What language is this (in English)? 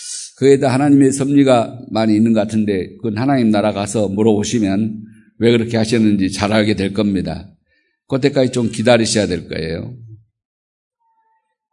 Korean